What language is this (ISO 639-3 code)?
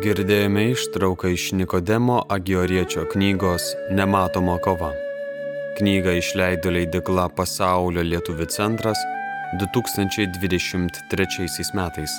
lit